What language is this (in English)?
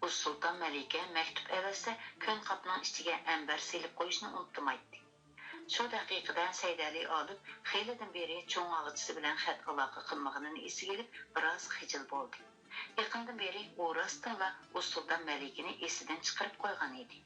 Uyghur